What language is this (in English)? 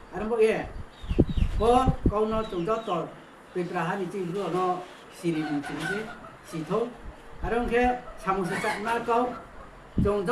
Riang (India)